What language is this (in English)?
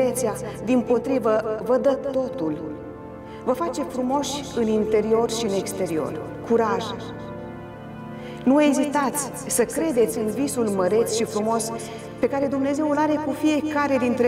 Romanian